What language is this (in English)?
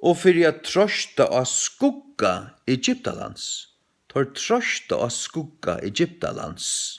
Faroese